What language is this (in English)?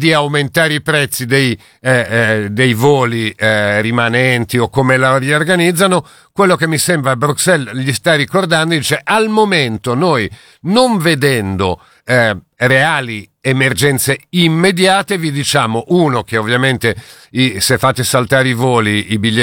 Italian